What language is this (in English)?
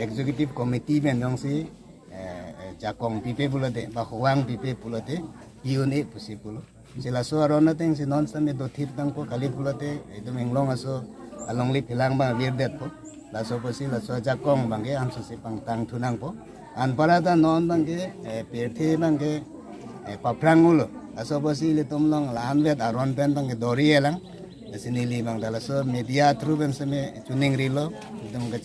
Karbi